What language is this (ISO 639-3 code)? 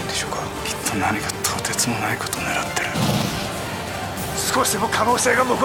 jpn